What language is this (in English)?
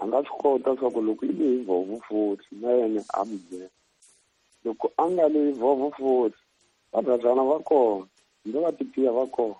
Tsonga